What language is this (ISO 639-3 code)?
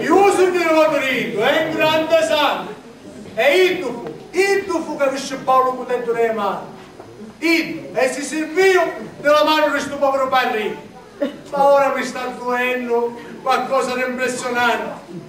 scn